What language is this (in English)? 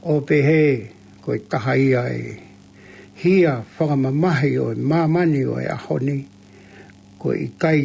Tongan